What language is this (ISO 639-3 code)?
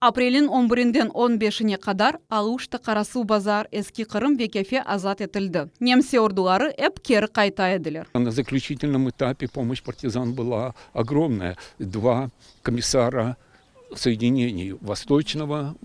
crh